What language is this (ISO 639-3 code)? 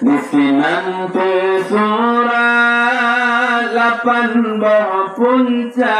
ace